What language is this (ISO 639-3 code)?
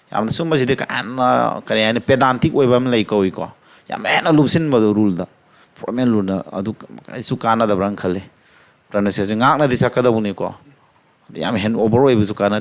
mni